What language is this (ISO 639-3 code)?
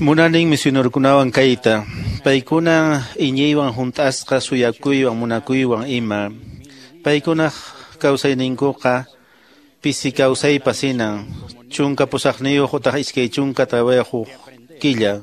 que